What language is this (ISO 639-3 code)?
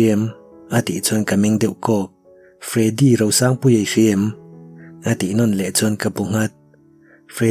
lus